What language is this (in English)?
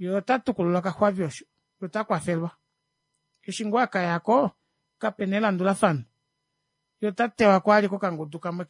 Kuanyama